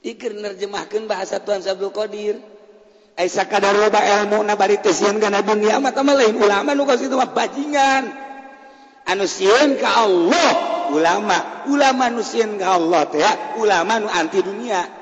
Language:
Sundanese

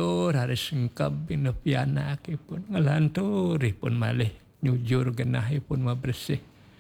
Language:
Balinese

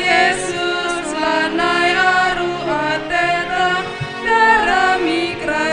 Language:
Batak Karo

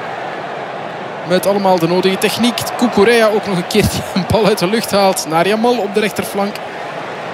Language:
Dutch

